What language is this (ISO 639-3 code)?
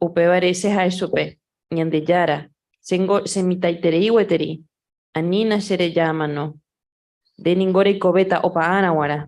grn